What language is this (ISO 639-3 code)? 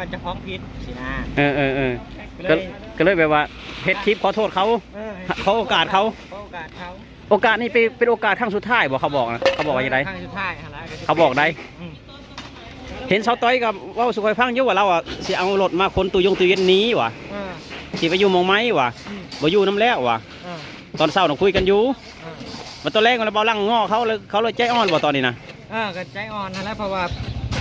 lao